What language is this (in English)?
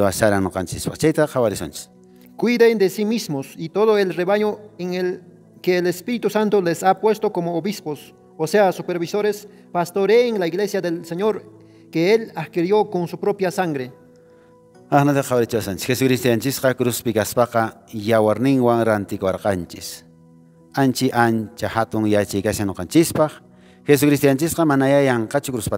Quechua